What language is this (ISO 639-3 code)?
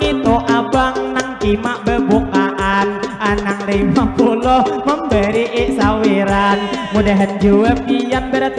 bjn